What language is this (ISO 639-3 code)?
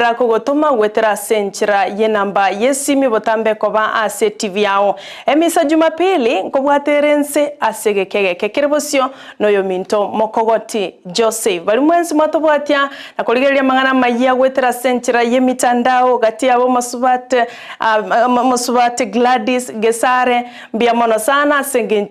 guz